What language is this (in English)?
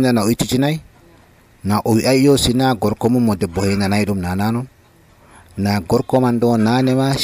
Nigerian Fulfulde